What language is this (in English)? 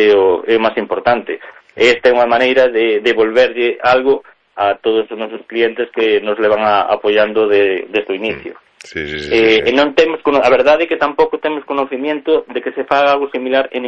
Galician